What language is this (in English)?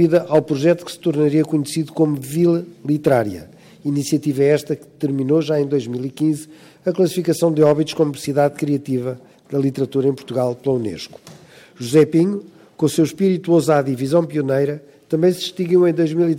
Portuguese